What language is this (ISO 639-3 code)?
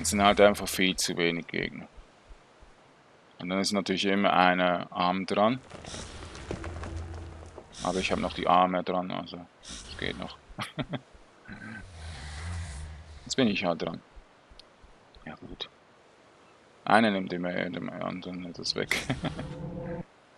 deu